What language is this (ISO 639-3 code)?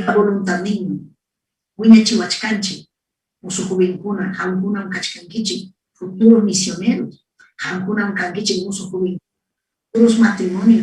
quy